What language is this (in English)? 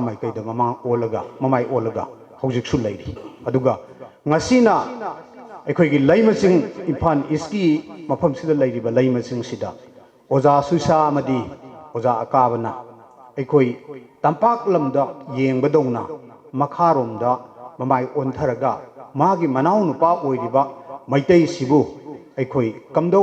Manipuri